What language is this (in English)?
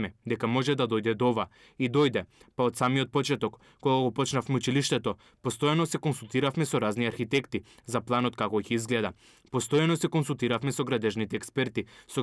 Macedonian